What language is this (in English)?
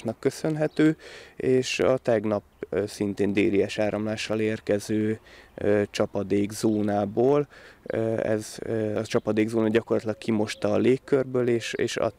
Hungarian